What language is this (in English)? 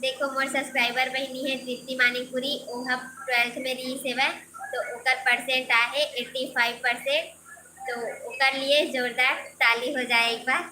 Chhattisgarhi